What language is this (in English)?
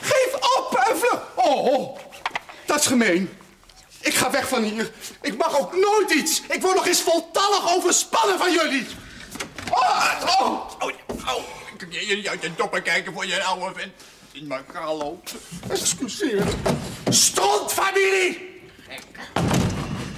Dutch